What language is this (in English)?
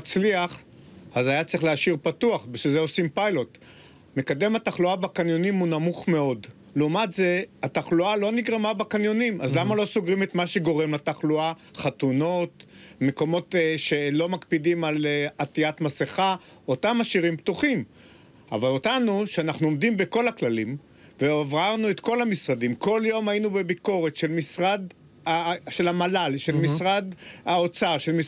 Hebrew